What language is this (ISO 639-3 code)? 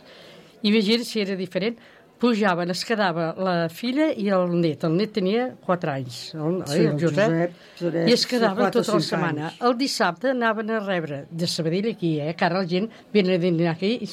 cat